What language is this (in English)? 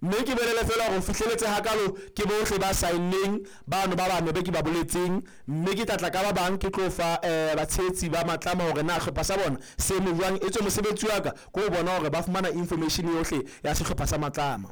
Southern Sotho